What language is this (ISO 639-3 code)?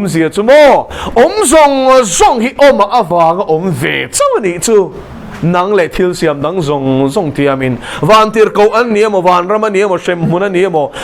lus